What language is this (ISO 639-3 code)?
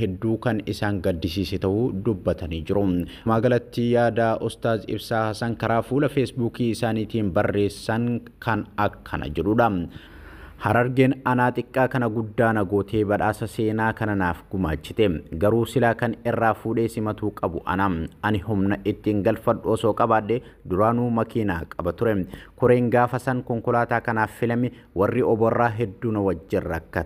orm